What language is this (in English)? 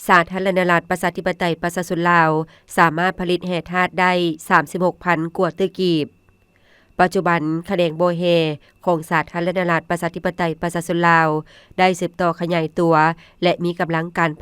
Lao